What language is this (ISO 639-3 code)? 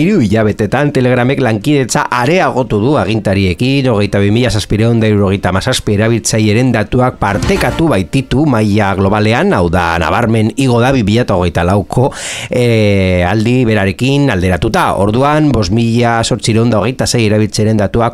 eus